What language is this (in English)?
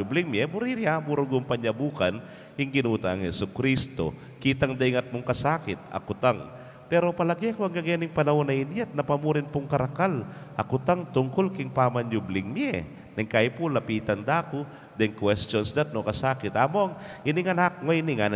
Pampanga